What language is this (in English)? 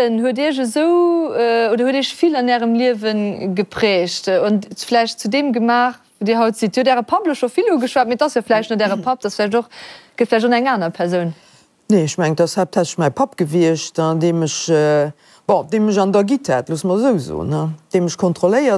Luxembourgish